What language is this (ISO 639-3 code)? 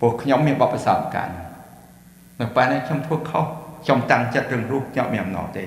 khm